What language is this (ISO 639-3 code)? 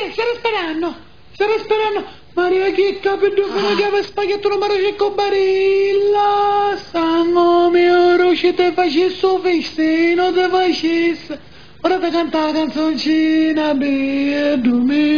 scn